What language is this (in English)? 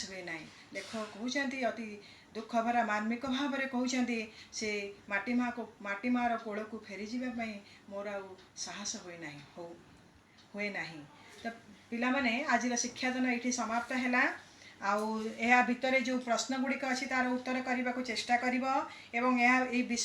Odia